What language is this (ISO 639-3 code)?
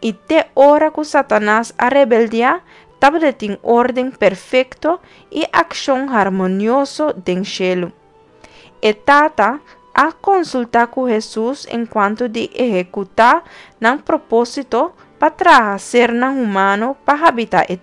pap